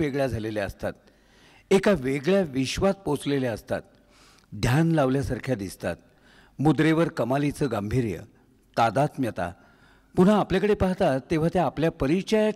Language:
Marathi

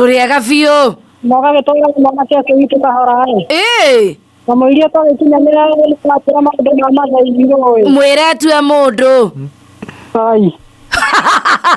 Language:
Kikuyu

